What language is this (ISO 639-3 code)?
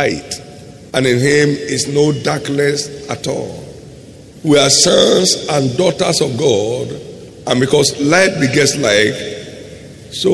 eng